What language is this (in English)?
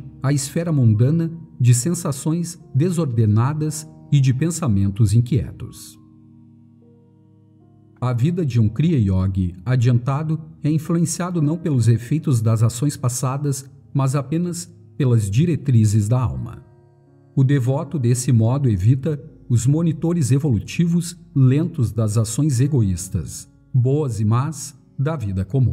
Portuguese